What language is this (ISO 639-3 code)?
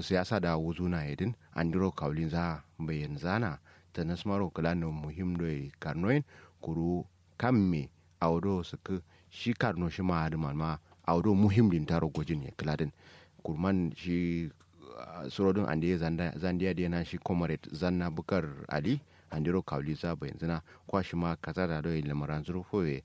kau